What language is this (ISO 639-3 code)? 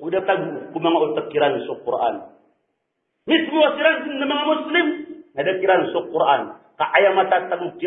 mrw